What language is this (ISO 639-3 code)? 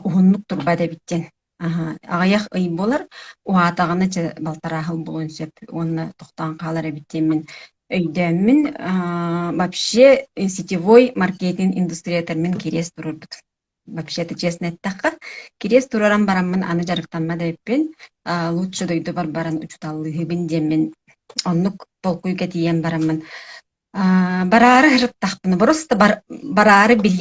sah